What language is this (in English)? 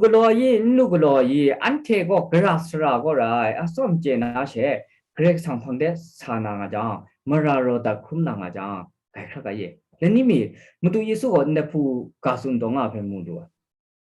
Kachin